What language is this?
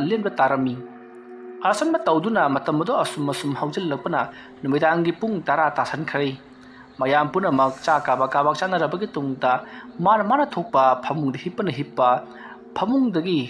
Manipuri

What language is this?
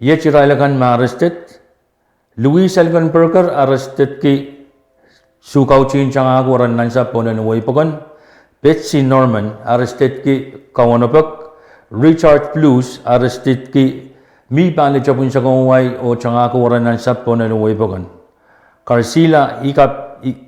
Pohnpeian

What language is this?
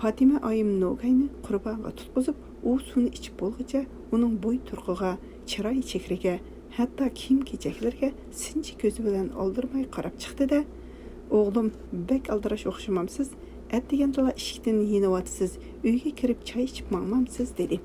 Uyghur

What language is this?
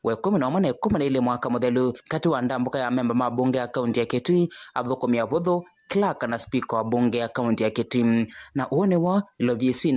Kamba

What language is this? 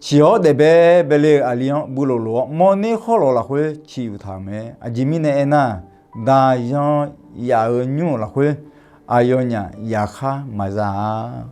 Akha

